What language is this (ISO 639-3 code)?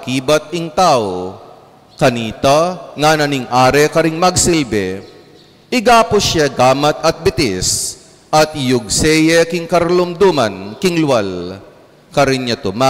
pam